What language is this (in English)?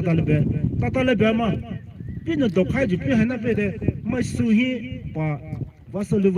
Poumei Naga